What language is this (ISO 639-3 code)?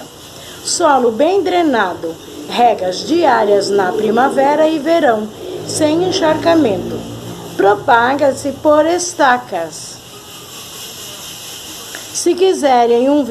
por